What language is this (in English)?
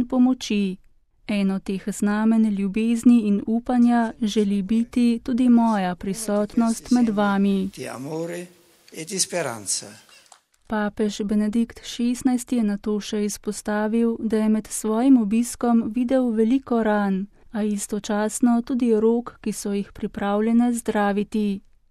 Slovenian